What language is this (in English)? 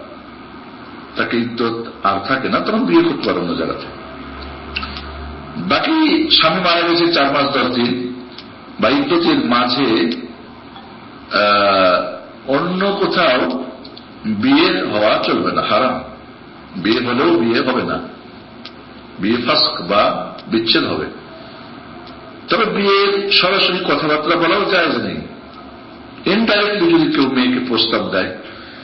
Bangla